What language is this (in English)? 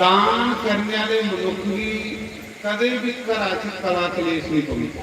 Dogri